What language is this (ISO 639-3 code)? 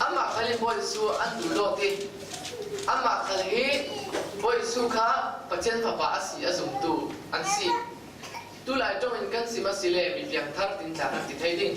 cfm